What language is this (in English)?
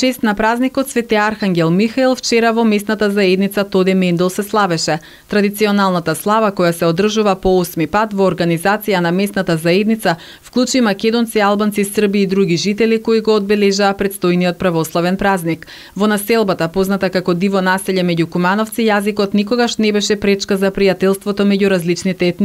Macedonian